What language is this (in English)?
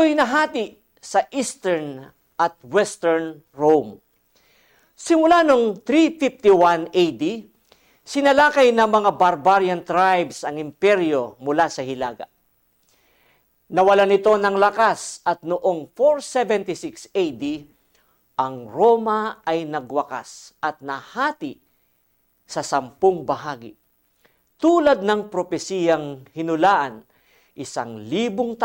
Filipino